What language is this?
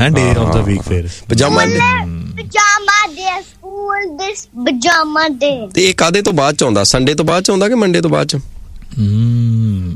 Punjabi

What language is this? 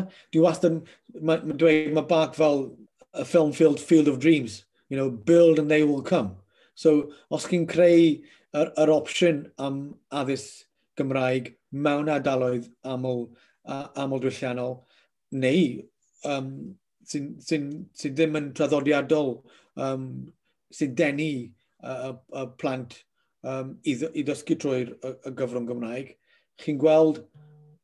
Welsh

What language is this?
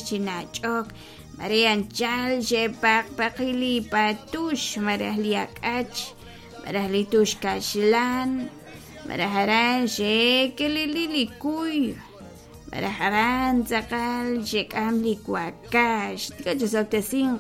Kekchí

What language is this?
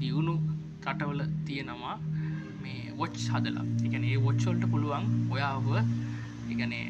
Sinhala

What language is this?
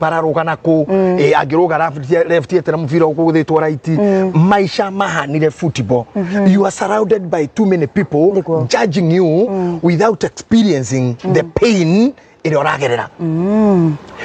Kikuyu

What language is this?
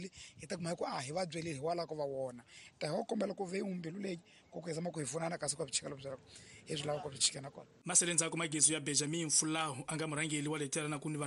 Tsonga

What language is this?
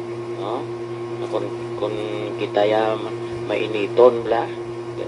Hiligaynon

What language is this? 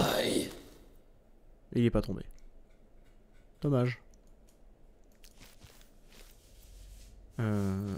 French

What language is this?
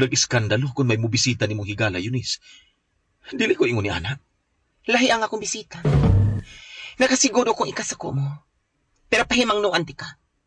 Cebuano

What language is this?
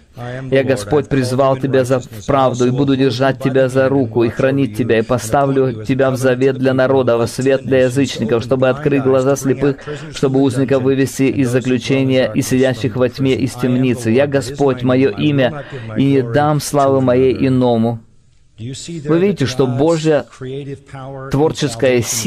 Russian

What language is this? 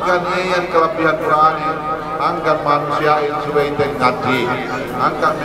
Yakan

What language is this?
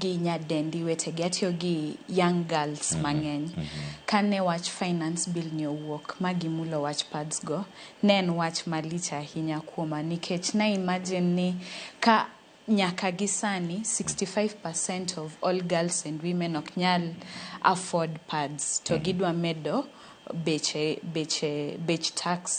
Luo (Kenya and Tanzania)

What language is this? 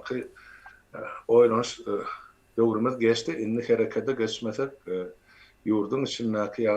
Turkmen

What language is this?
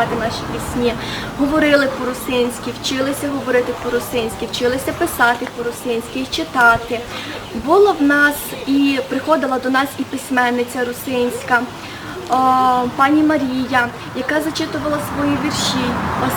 Rusyn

